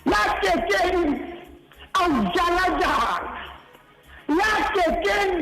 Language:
Southern Sotho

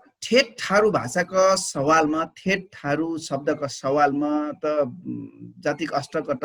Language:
Dangaura Tharu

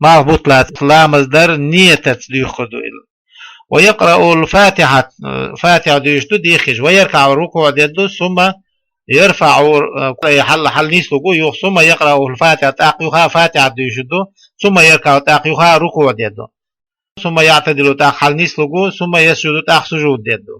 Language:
Chechen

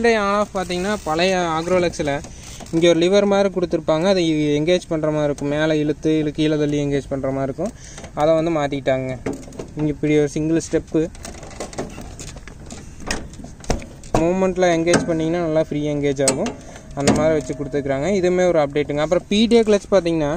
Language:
Tamil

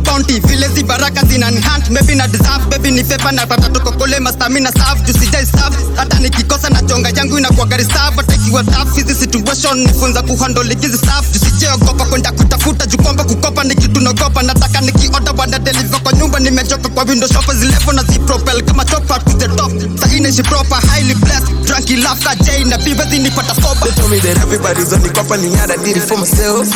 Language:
Swahili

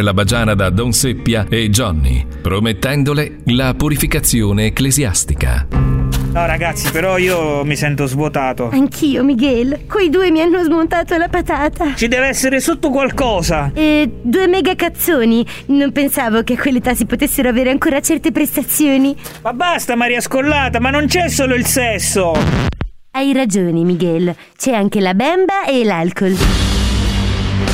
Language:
Italian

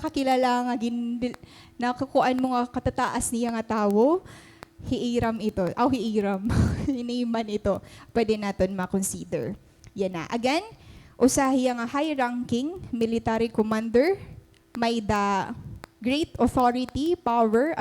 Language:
Waray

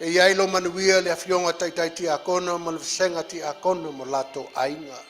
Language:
Samoan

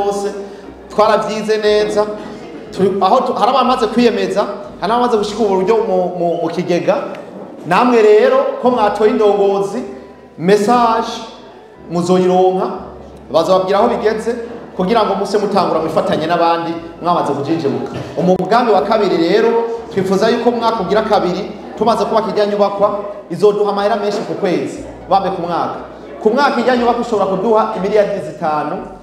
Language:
Rundi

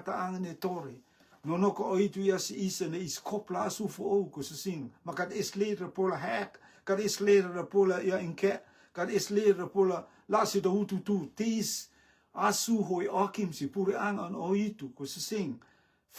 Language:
Rotuman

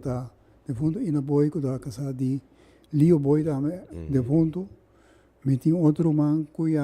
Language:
Papiamento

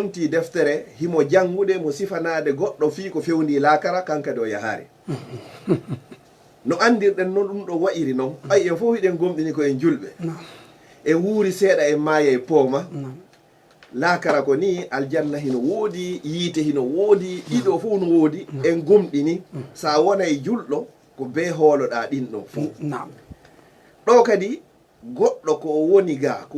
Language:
Fula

